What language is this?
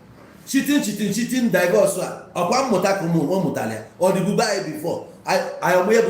Igbo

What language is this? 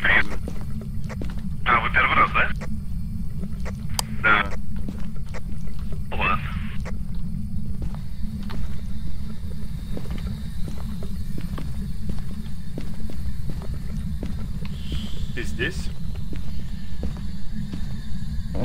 Russian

